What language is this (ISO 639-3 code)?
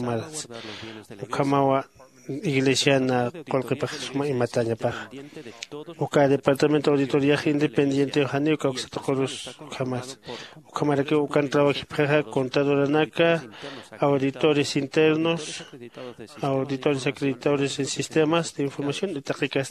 aym